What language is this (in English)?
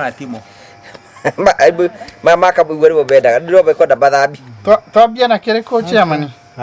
Kikuyu